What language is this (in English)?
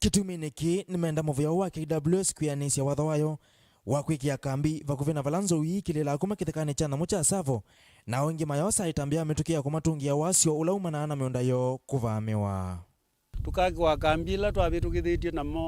Kamba